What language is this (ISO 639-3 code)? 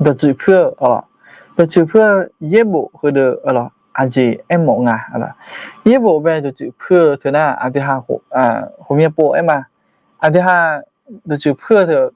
ahk